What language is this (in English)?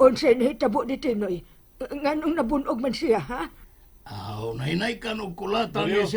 Cebuano